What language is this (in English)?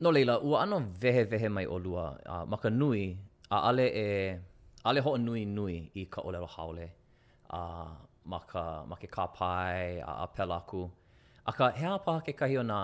Hawaiian